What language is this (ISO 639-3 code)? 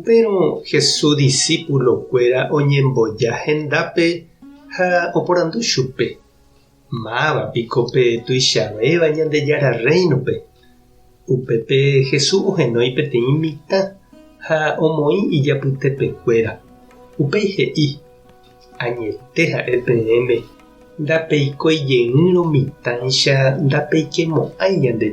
grn